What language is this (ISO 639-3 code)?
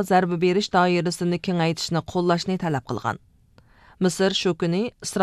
uig